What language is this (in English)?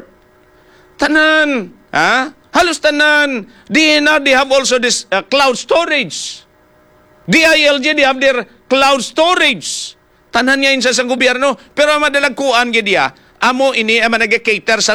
Hiligaynon